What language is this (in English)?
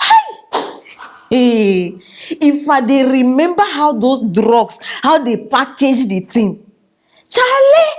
Nigerian Pidgin